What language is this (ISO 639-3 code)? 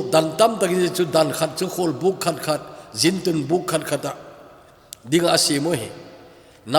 tcz